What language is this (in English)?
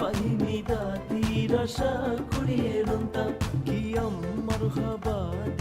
Divehi